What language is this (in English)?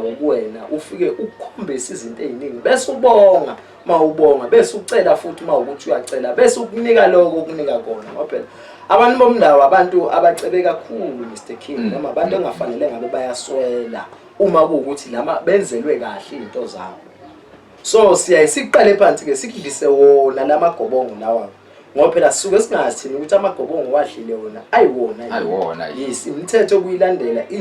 Zulu